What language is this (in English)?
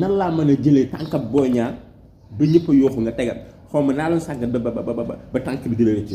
Wolof